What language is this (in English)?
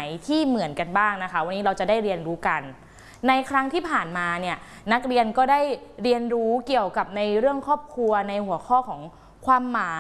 Thai